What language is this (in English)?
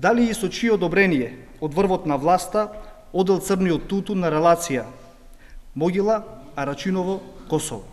Macedonian